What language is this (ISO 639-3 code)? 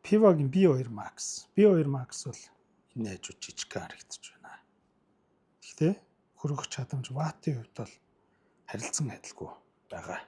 mon